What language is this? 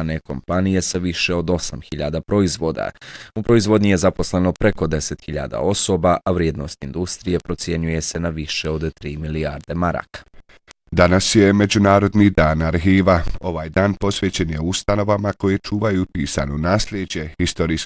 Bosnian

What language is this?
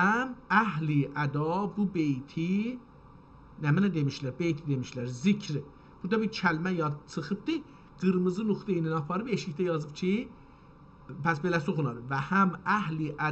South Azerbaijani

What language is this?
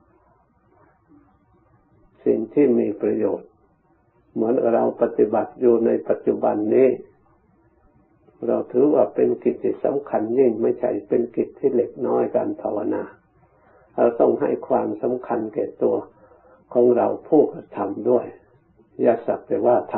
Thai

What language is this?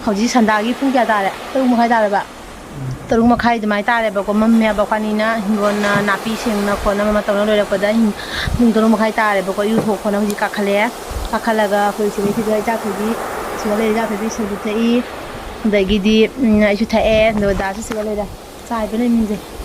Manipuri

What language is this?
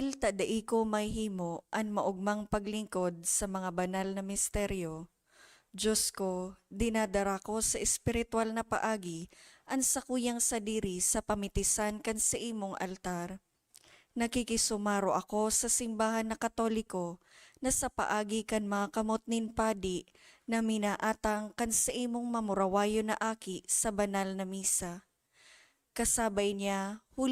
Bikol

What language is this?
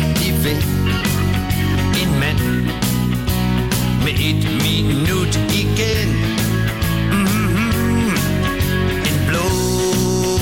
Danish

